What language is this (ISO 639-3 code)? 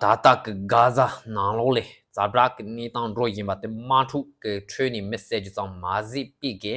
bod